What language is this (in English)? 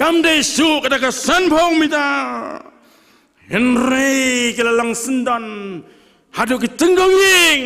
Khasi